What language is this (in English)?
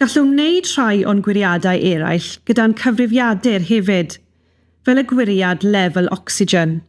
Welsh